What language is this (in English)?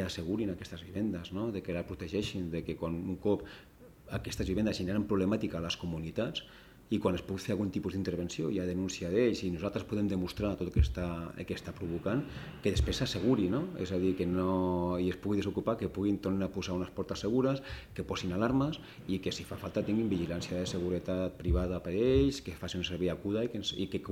Catalan